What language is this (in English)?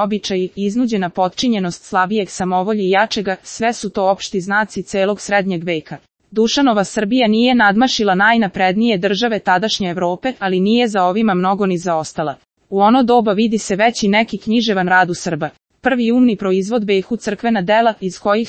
Serbian